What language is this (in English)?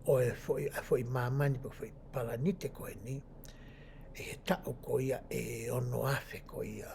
Tongan